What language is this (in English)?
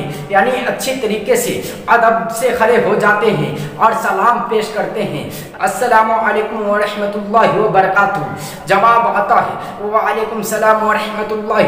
Urdu